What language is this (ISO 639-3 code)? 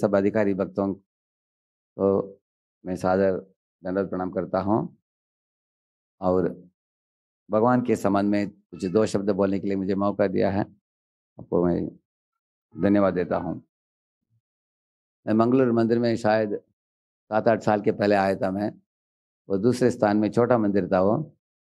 hin